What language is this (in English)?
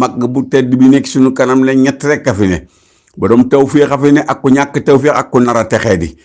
Wolof